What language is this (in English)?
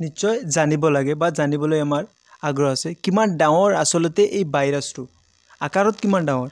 Assamese